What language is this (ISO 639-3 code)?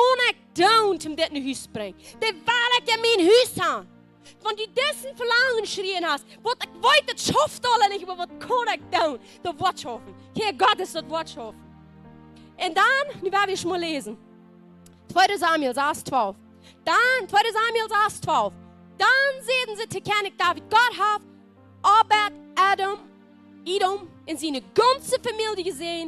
pdt